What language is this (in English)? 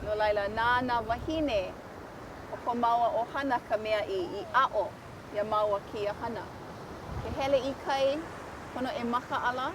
Hawaiian